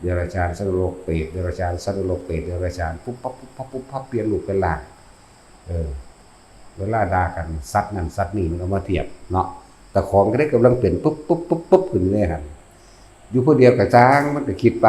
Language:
Northeastern Thai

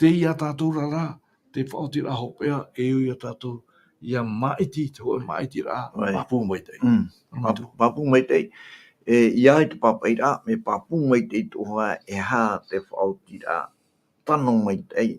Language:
Tahitian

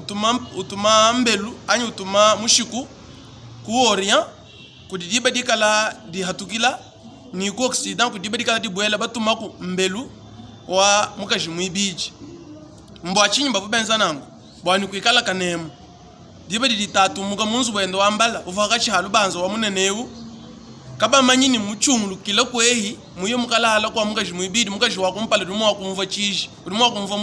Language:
Luba-Lulua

